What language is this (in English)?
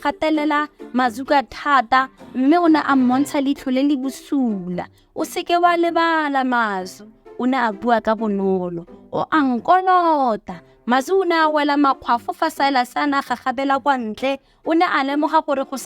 Tswana